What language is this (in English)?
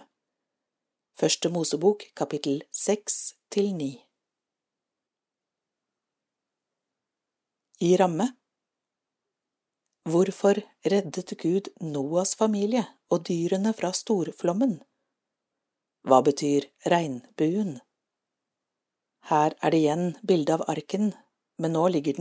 Norwegian